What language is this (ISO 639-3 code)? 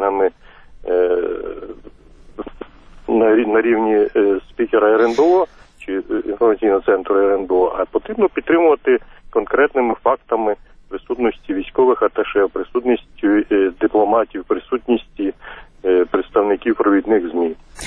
ukr